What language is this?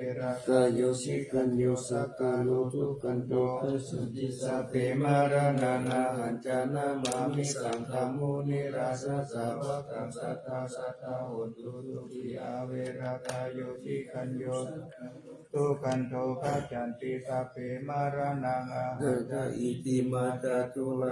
Pali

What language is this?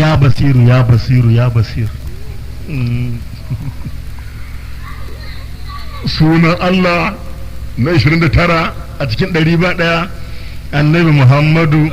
Hausa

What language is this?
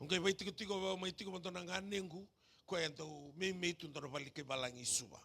Fijian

